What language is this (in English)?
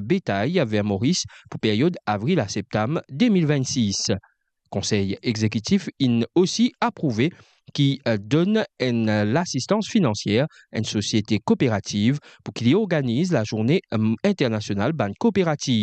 Morisyen